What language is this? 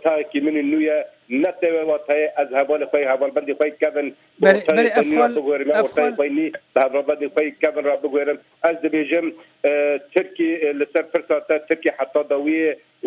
Kurdish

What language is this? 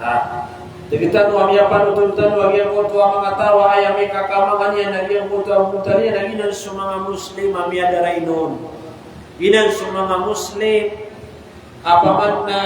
Maranao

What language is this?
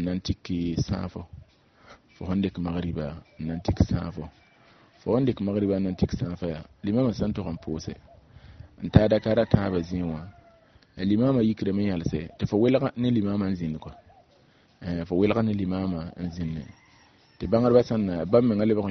Mossi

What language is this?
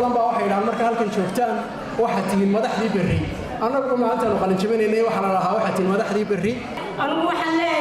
Somali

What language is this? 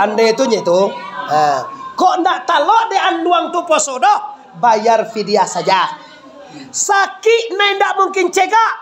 Minangkabau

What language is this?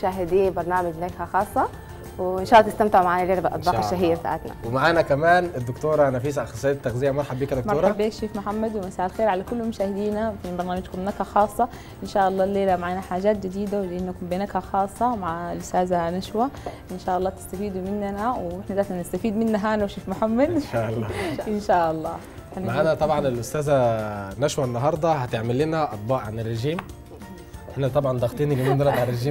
Sudanese Arabic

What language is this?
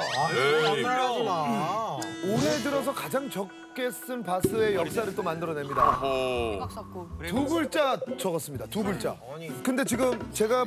Korean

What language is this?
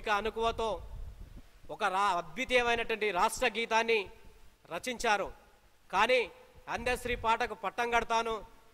Telugu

